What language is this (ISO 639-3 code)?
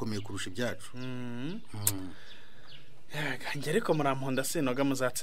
kin